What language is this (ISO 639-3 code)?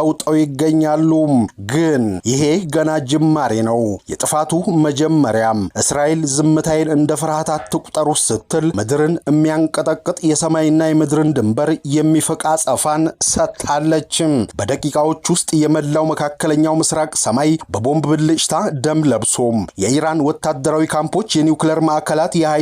amh